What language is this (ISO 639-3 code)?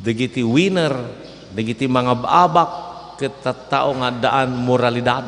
ilo